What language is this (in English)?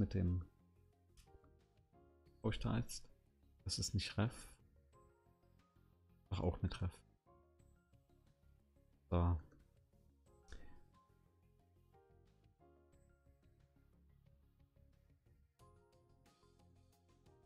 German